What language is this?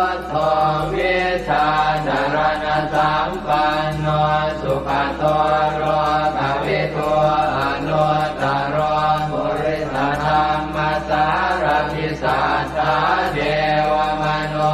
Pali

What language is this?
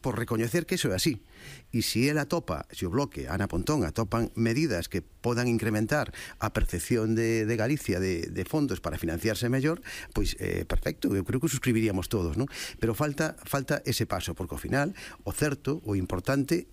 Galician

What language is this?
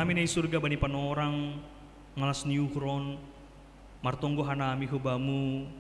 Batak Simalungun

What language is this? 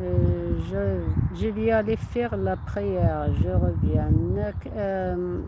Algerian Arabic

